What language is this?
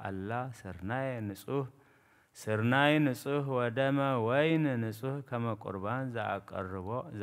Geez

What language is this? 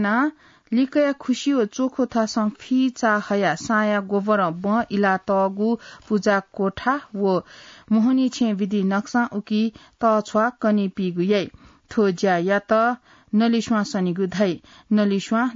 Newari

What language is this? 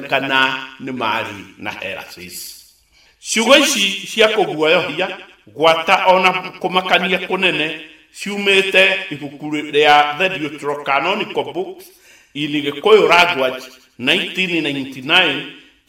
Kikuyu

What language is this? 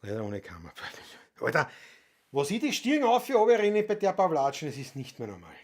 Bavarian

